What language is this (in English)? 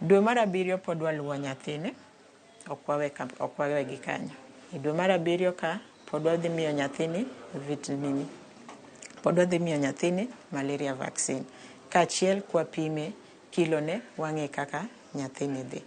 Luo (Kenya and Tanzania)